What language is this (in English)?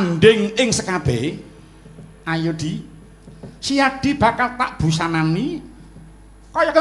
Javanese